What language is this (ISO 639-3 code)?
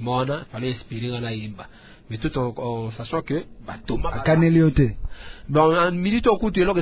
fra